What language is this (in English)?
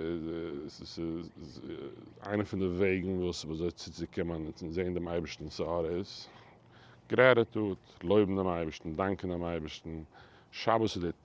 Yiddish